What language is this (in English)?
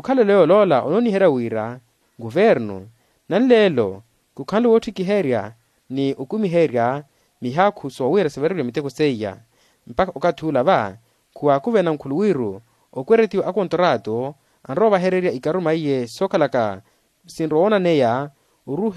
Makhuwa